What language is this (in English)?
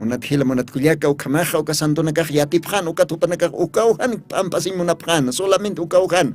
Aymara